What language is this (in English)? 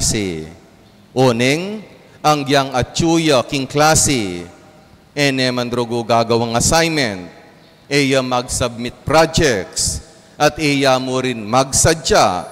Pampanga